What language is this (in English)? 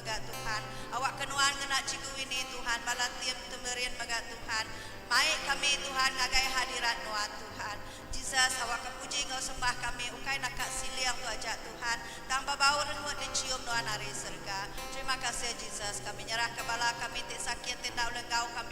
Iban